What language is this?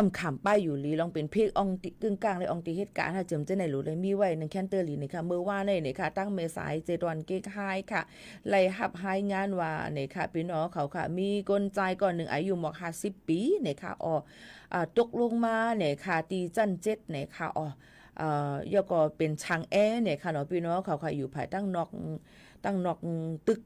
Shan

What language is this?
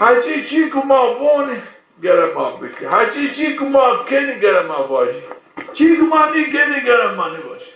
Zaza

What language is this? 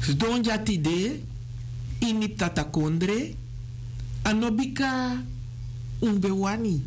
Sranan Tongo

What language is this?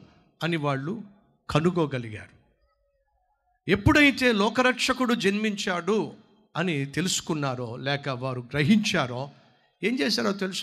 Telugu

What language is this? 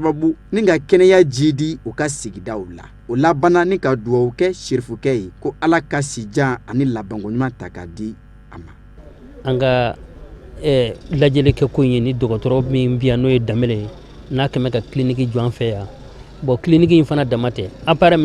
Bambara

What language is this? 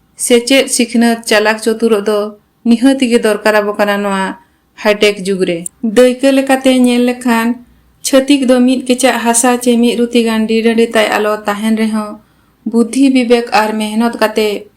Santali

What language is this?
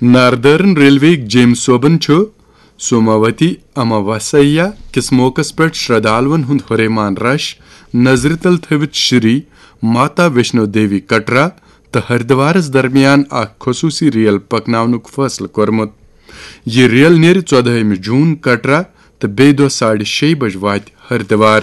Kashmiri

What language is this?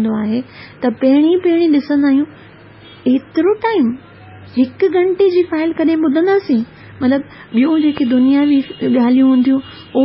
Sindhi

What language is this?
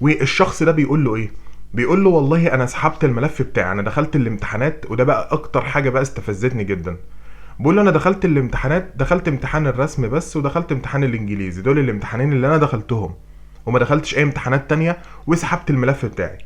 Egyptian Arabic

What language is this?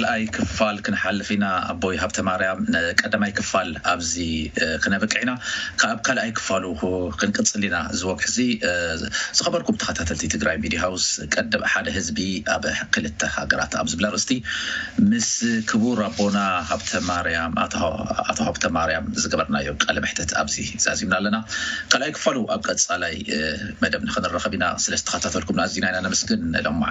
Tigrinya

